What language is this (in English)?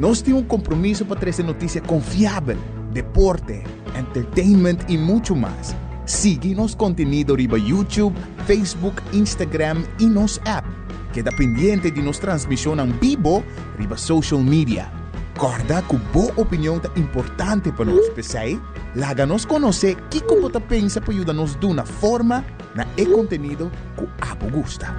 Papiamento